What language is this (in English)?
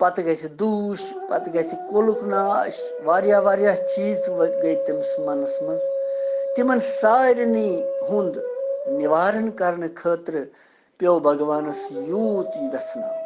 Kashmiri